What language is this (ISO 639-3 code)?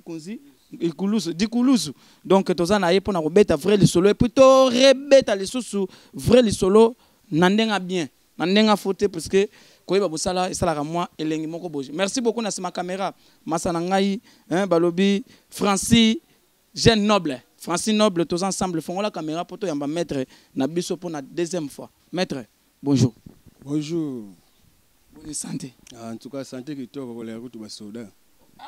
lin